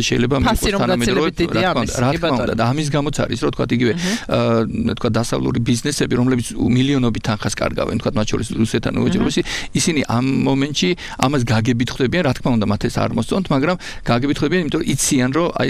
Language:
Georgian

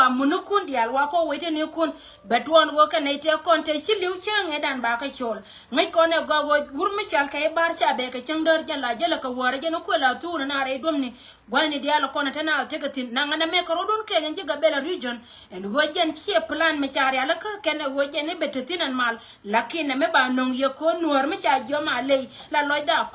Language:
Nuer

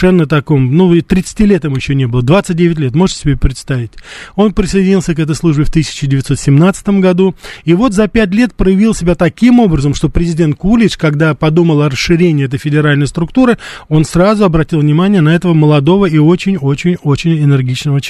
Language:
Russian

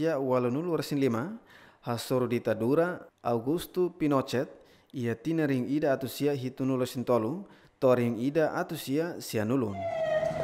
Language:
Tetum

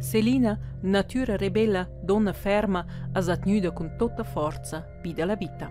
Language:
Romansh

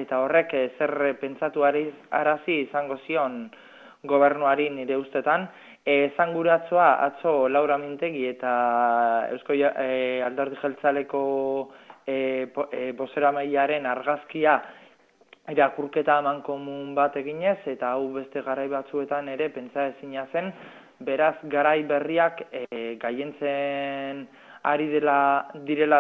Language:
Basque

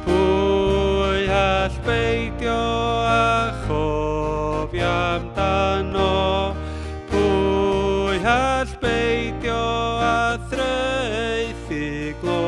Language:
Welsh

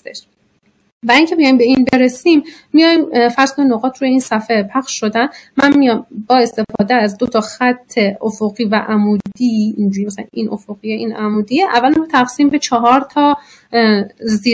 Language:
Persian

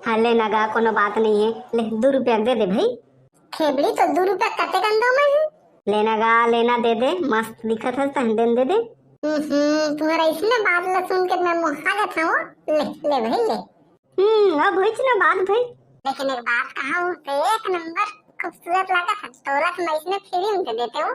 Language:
Chhattisgarhi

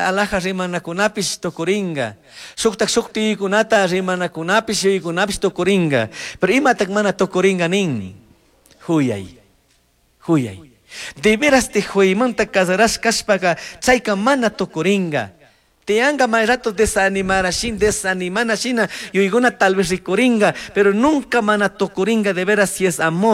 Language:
Chimborazo Highland Quichua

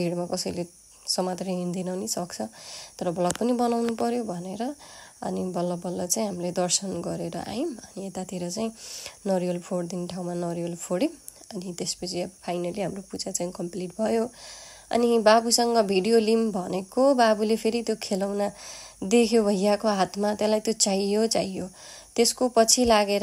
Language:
Nepali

